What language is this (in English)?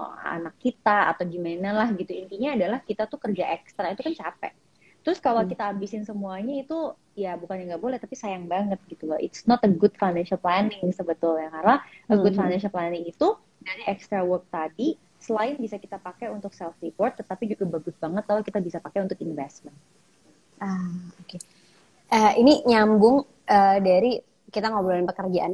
Indonesian